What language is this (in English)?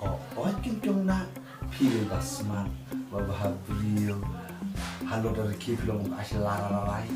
Khasi